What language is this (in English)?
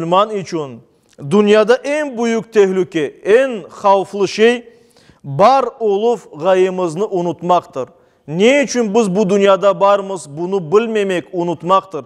Crimean Tatar